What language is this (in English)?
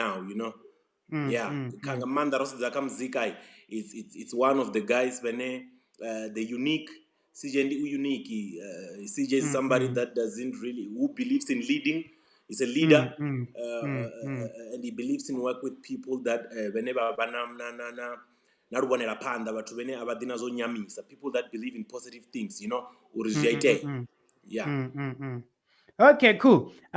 Venda